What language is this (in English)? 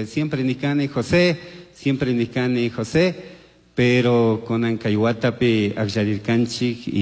Chimborazo Highland Quichua